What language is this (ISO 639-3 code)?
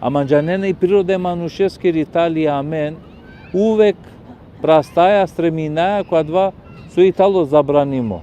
rmn